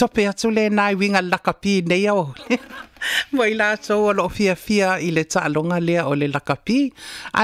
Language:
Samoan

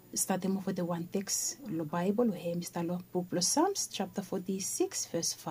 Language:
Bislama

